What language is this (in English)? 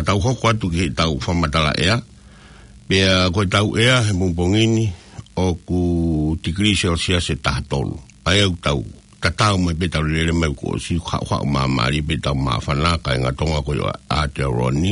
Tongan